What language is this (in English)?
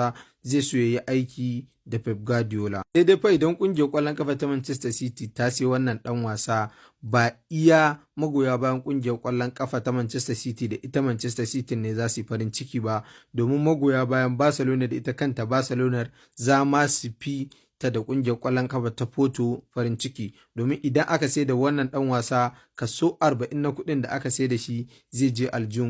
Hausa